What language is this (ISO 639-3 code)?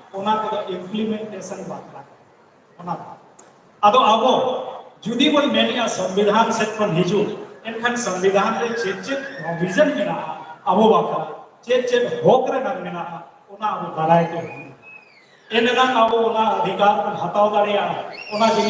sat